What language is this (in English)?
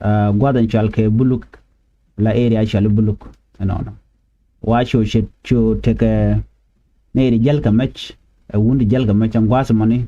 Nuer